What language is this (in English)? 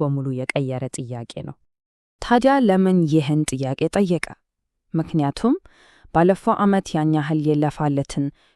Amharic